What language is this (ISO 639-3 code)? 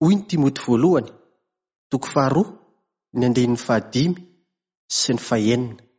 mlg